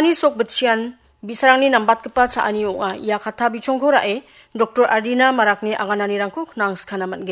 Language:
Garo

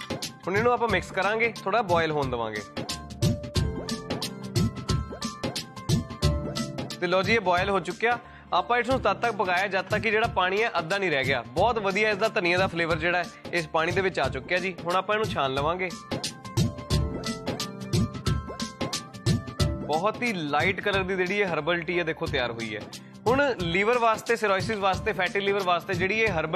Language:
Punjabi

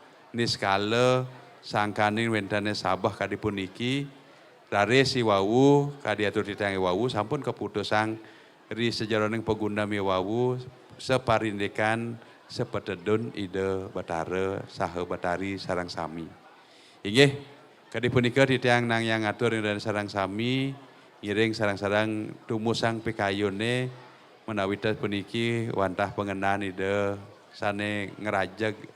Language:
Balinese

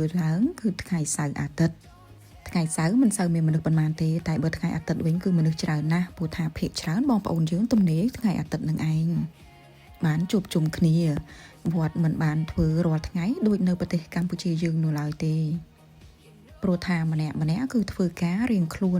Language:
Khmer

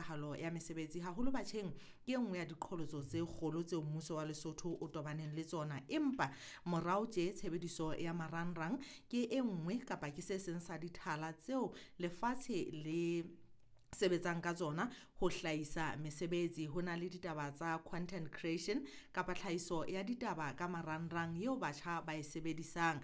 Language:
Southern Sotho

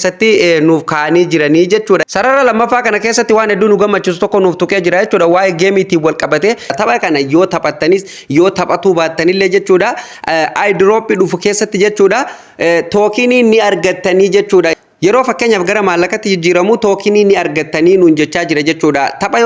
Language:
Oromo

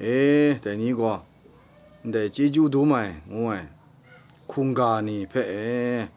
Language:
Kachin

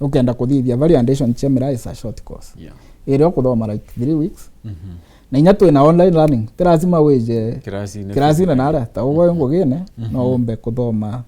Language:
Meru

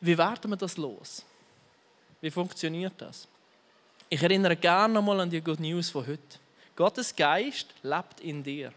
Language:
Swiss German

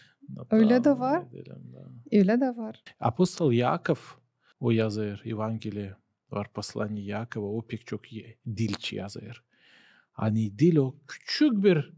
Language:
Gagauz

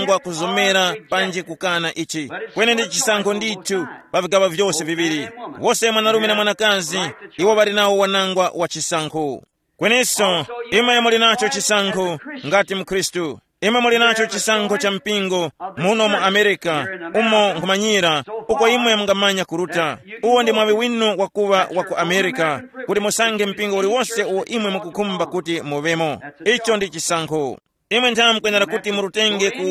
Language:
Tumbuka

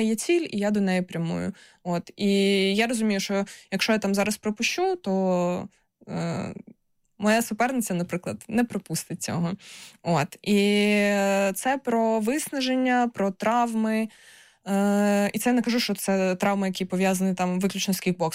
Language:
Ukrainian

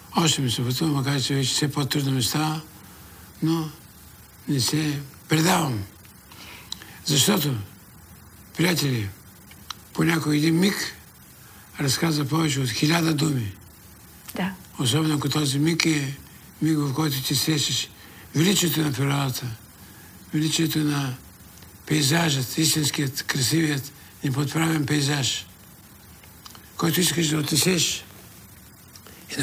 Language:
Bulgarian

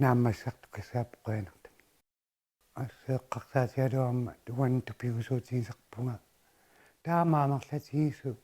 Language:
Kalaallisut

